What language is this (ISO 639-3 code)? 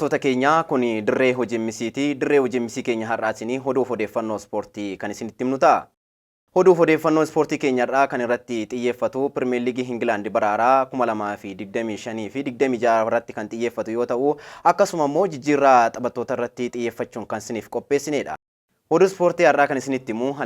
orm